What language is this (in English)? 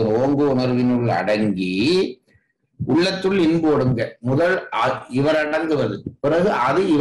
Tamil